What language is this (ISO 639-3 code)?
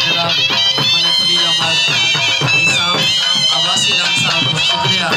skr